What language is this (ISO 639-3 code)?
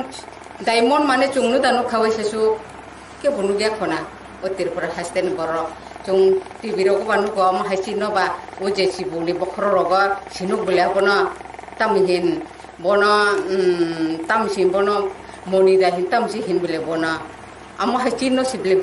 trp